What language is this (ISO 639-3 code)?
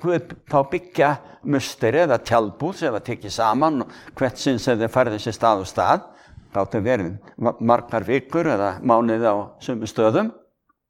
isl